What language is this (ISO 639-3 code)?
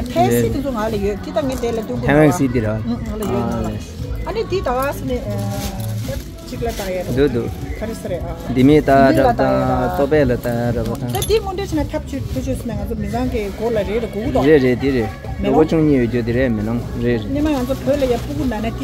bod